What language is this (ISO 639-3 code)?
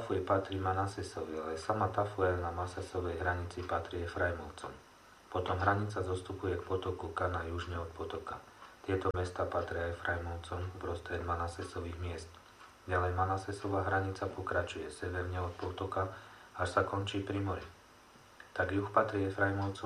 slk